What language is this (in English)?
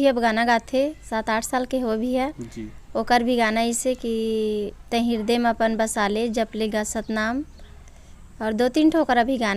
Chhattisgarhi